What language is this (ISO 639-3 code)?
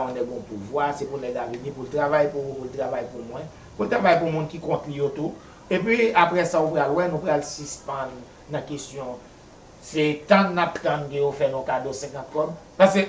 hat